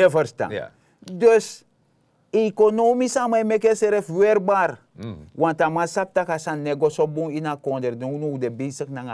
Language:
Sranan Tongo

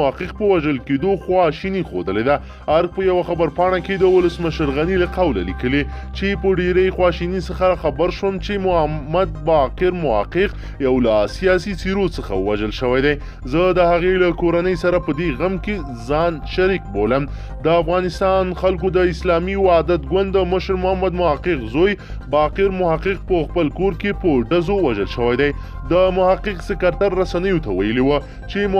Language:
Pashto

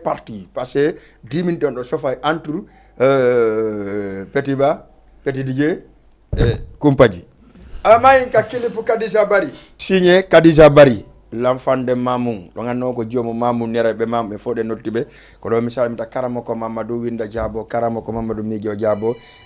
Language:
Fula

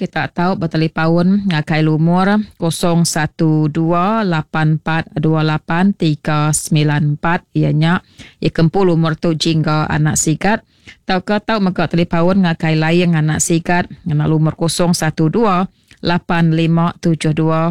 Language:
Iban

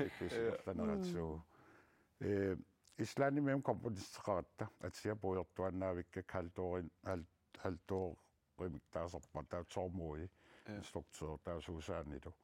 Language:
Kalaallisut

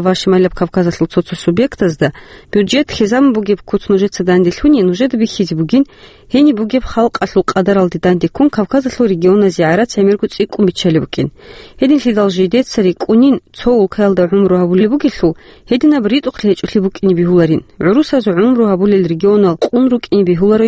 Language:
Avaric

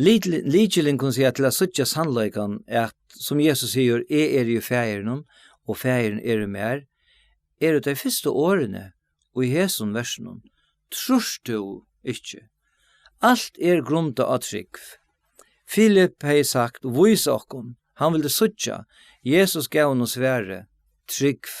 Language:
Faroese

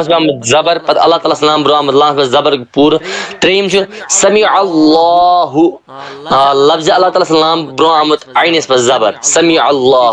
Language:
Kashmiri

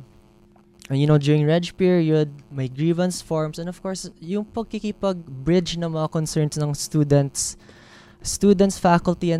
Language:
Filipino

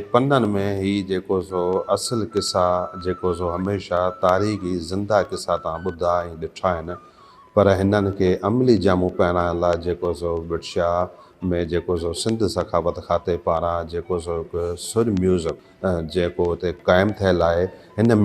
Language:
Sindhi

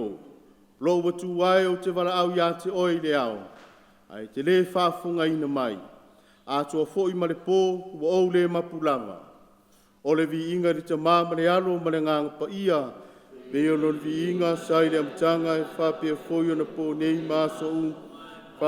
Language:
Samoan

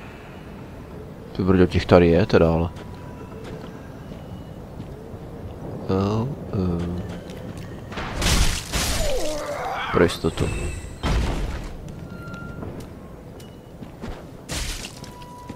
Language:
Czech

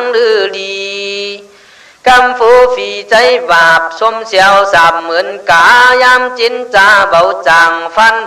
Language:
Khün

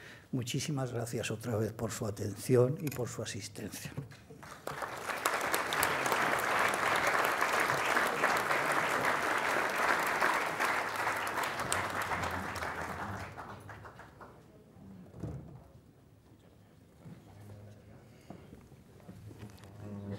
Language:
Spanish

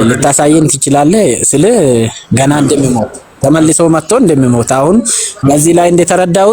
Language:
Amharic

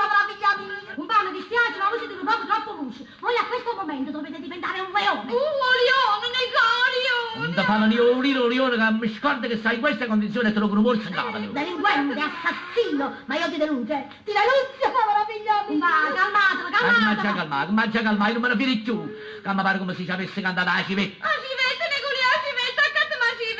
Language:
Neapolitan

